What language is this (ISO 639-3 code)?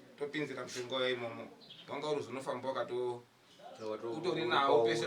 sna